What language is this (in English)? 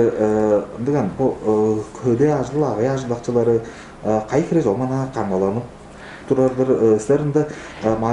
Tuvinian